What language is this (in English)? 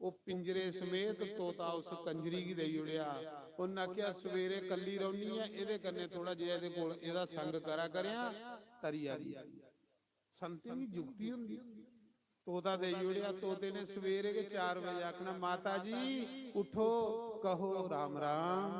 Dogri